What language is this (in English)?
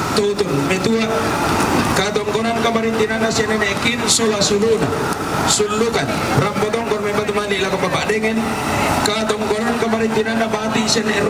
Toraja-Sa'dan